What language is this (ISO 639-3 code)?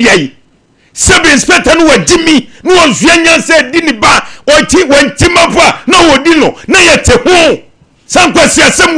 aka